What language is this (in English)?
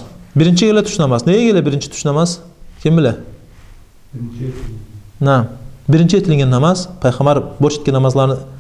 Kumyk